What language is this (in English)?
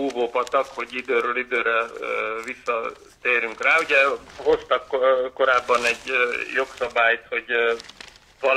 Hungarian